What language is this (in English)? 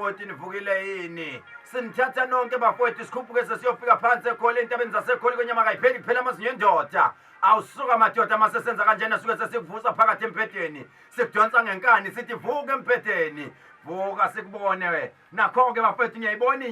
Zulu